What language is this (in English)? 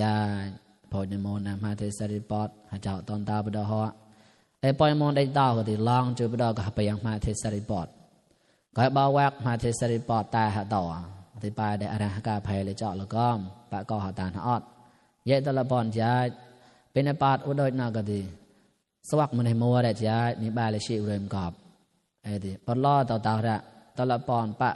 Mon